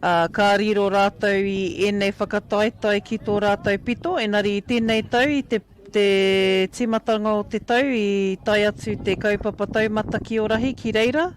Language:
Māori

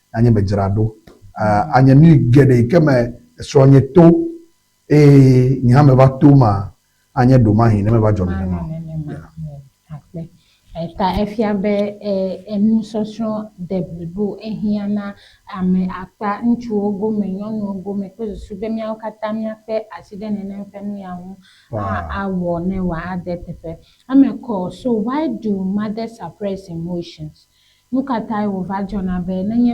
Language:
Ewe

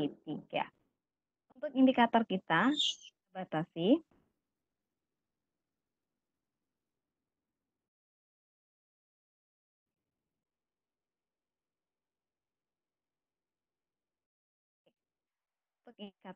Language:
Indonesian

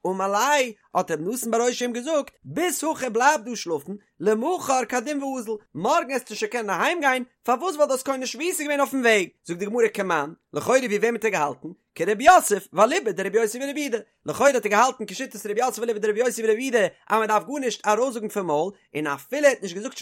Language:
Yiddish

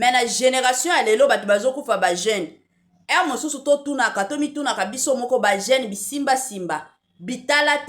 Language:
Lingala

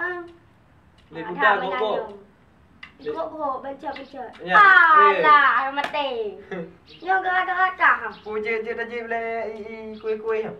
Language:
Achinese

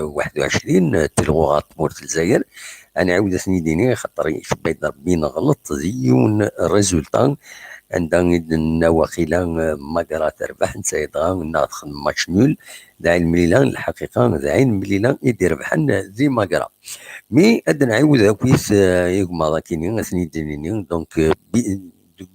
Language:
Kabyle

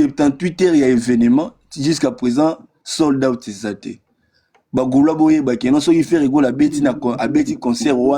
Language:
Lingala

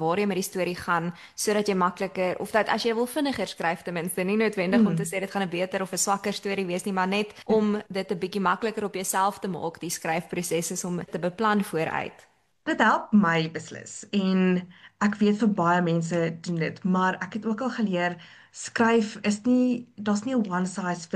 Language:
Afrikaans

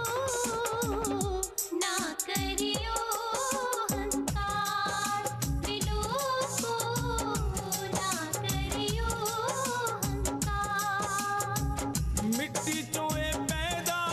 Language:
Punjabi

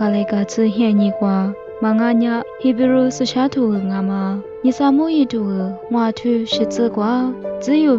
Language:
Lisu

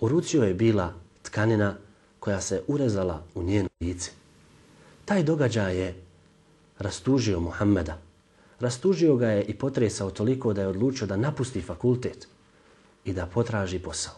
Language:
Bosnian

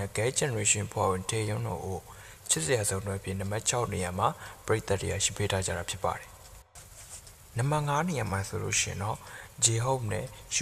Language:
Burmese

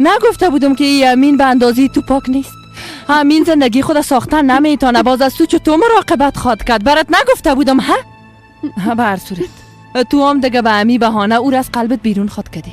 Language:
Persian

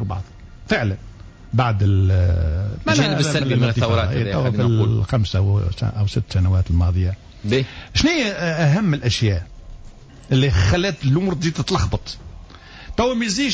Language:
Tunisian Arabic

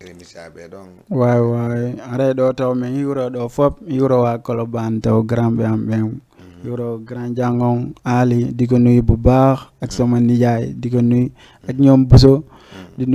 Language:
Fula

